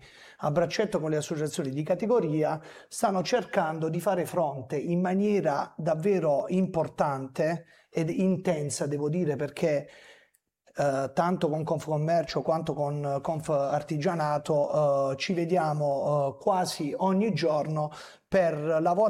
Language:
Italian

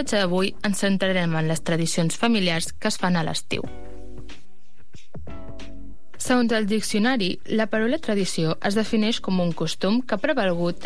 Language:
Catalan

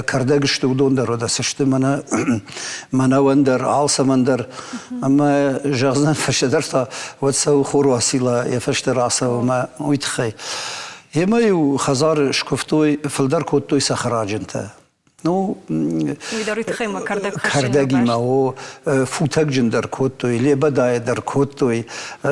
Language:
Ossetic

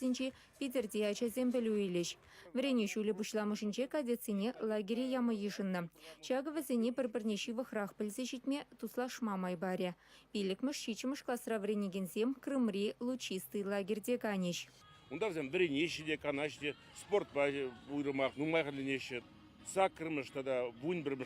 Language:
Chuvash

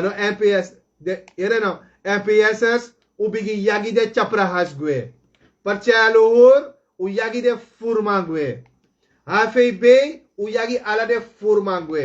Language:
Sranan Tongo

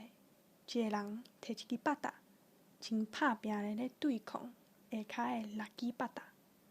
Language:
Min Nan Chinese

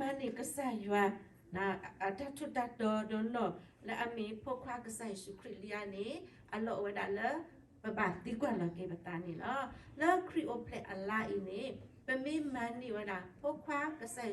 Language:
S'gaw Karen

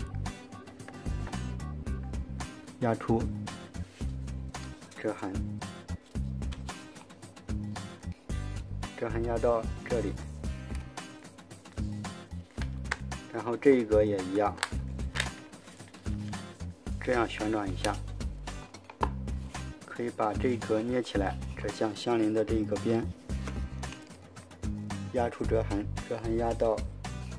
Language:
Chinese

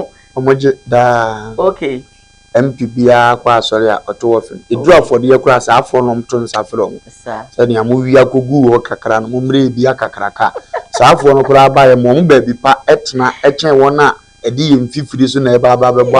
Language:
Akan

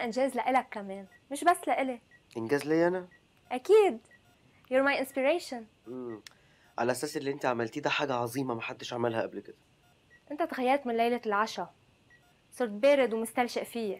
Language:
North Levantine Arabic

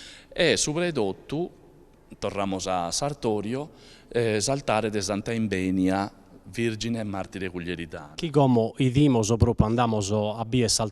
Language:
Sardinian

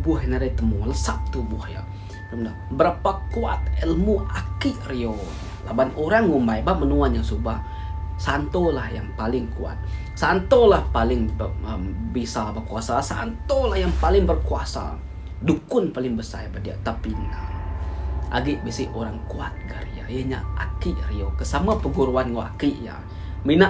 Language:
Iban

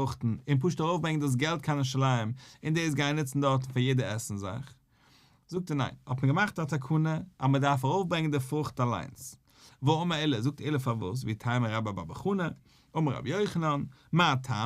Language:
Yiddish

